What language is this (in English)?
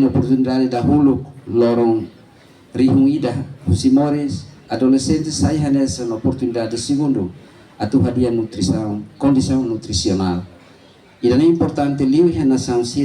Tetum